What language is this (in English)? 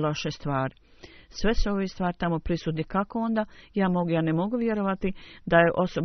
Bosnian